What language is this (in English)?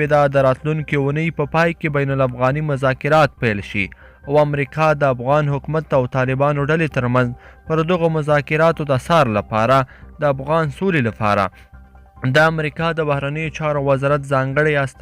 Pashto